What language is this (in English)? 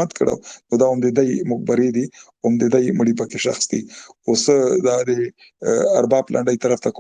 Pashto